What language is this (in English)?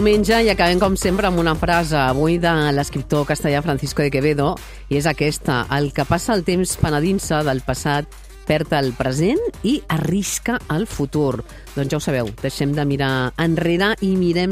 Catalan